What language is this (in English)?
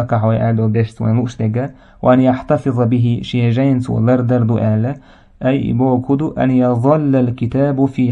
Chechen